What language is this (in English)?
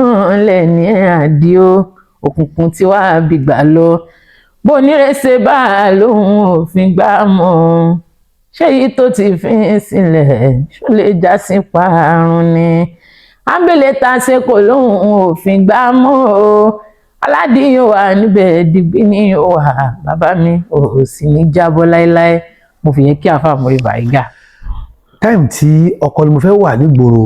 Yoruba